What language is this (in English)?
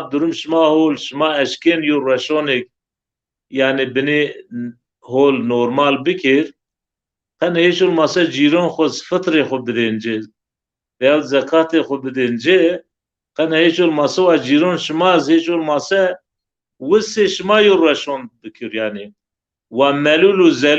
Zaza